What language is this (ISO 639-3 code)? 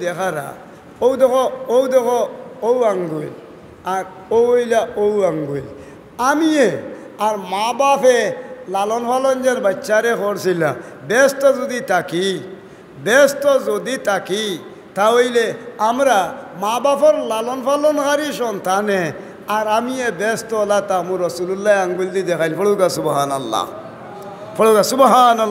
syl